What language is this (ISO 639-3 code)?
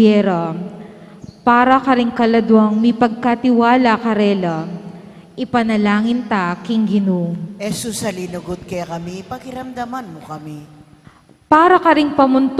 pam